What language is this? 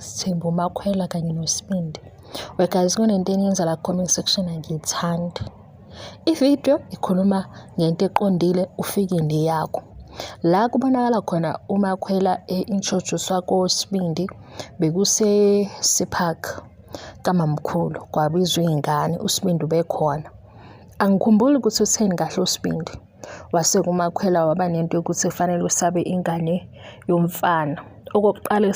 Zulu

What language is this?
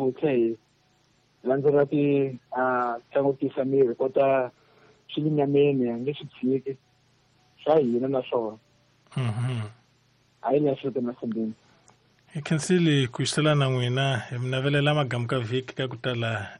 Tsonga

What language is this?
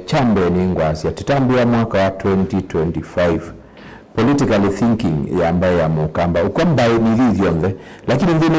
Kamba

